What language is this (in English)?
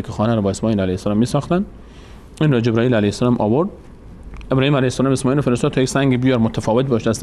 Persian